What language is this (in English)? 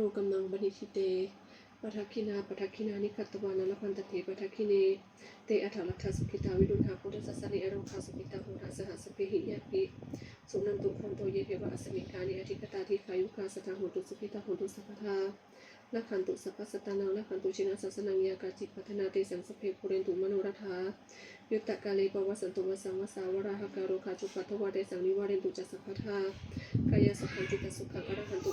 Pali